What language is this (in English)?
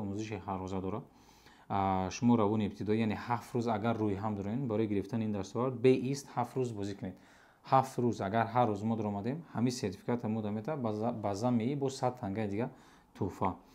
Tajik